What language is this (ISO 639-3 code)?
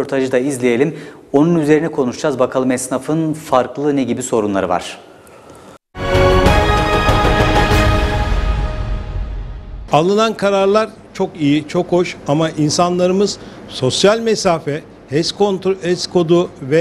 tur